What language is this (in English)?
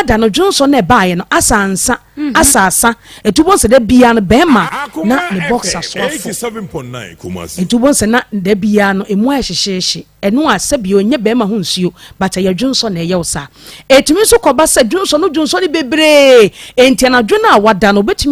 Akan